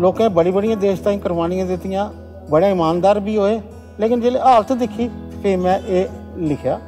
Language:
Dogri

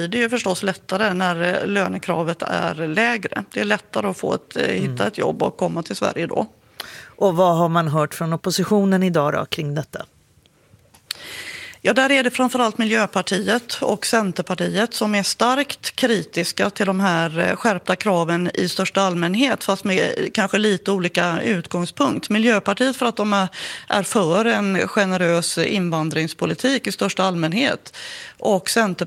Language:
Swedish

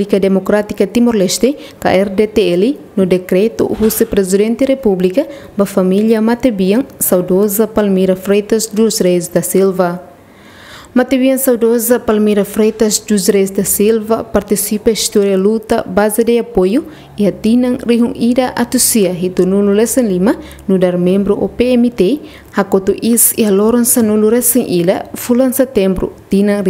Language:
Tetum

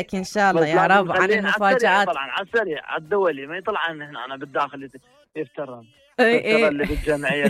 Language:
Mesopotamian Arabic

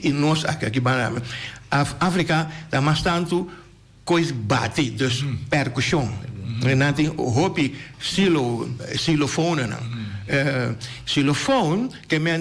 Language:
Papiamento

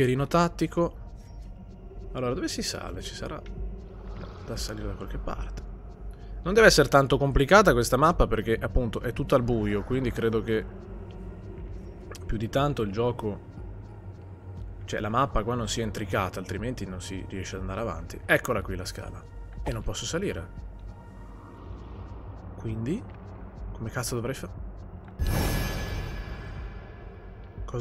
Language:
Italian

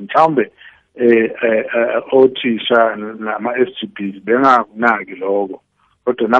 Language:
South Ndebele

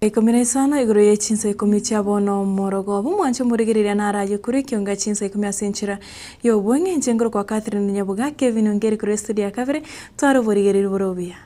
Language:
Gusii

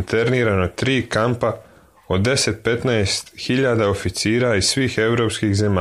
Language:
Serbian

